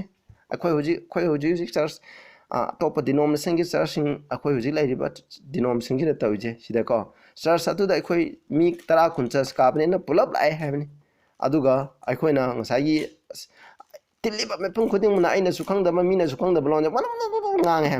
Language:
Manipuri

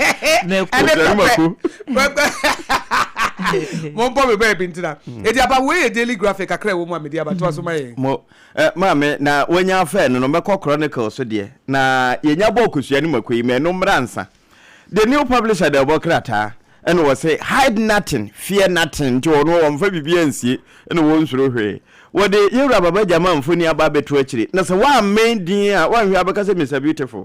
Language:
Akan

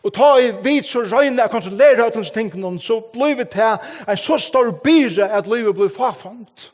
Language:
Faroese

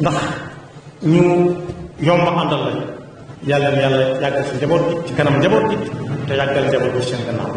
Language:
Wolof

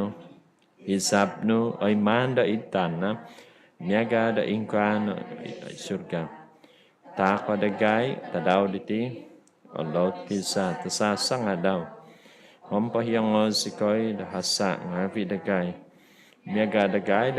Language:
Central Dusun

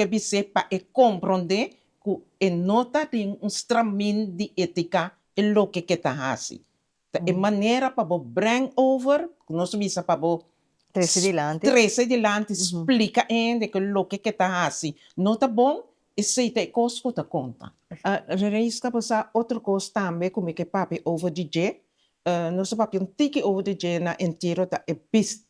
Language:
Papiamento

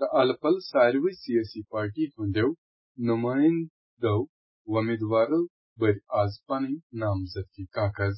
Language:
Kashmiri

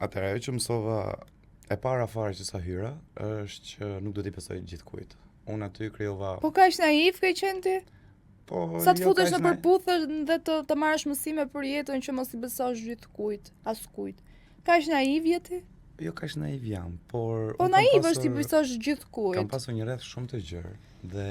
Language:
Albanian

